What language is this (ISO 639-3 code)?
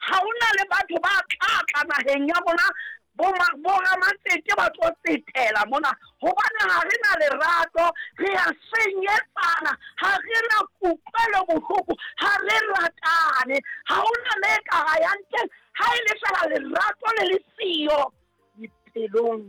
sot